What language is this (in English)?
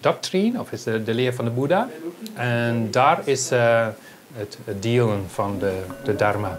Western Frisian